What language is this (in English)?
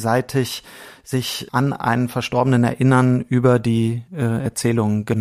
German